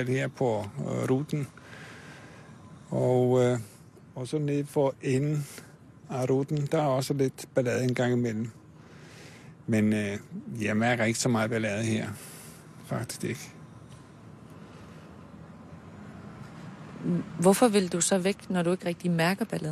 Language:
Danish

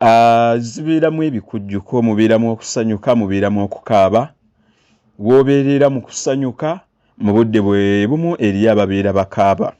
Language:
Ganda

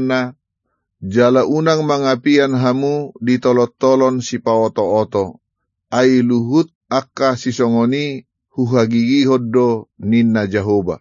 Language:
Batak Toba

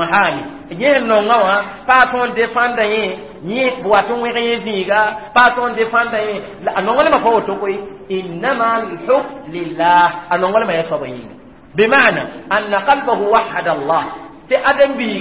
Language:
Mossi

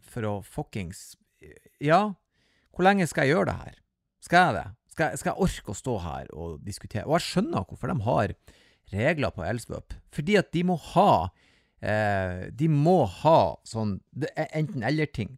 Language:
Norwegian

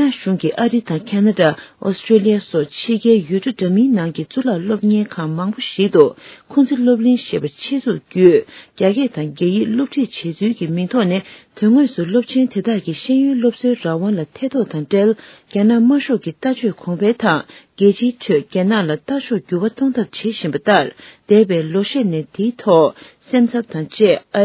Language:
Tibetan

